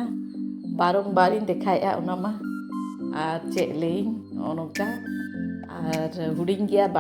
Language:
Santali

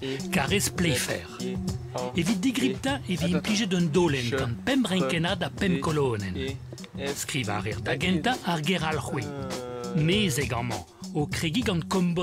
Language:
Breton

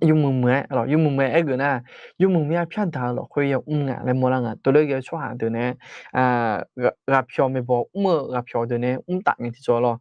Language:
Akha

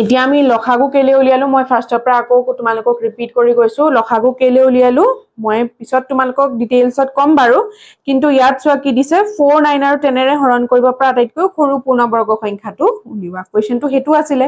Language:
Assamese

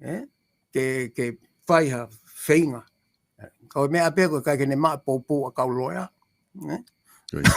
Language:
Tongan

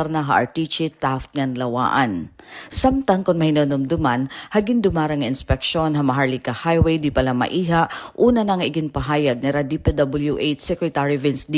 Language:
Waray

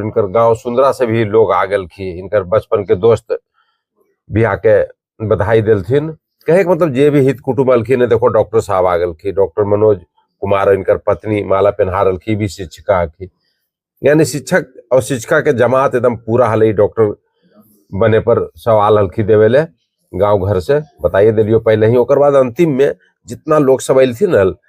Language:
Magahi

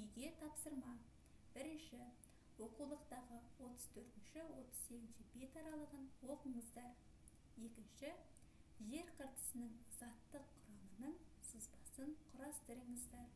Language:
Kazakh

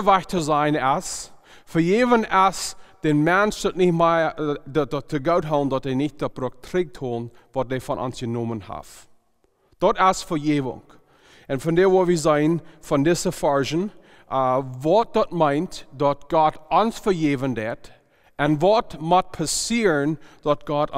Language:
Plautdietsch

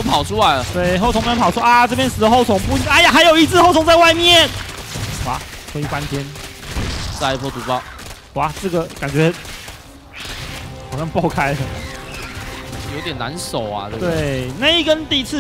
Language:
Chinese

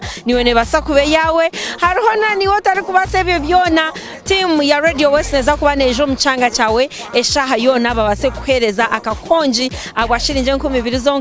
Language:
Nyankole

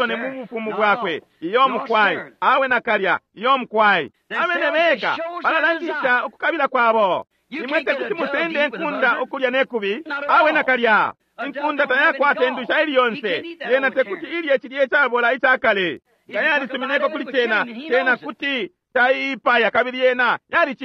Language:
Bemba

